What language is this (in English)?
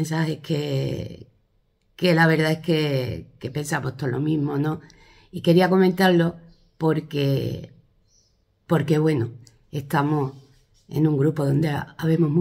Spanish